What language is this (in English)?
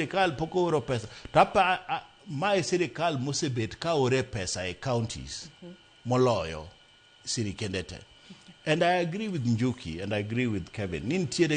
Luo (Kenya and Tanzania)